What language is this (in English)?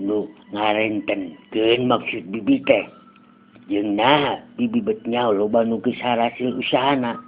Sundanese